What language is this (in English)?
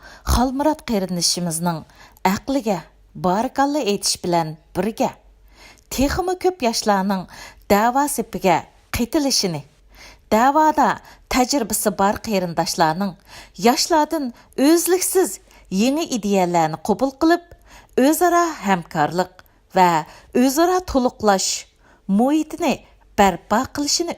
Uyghur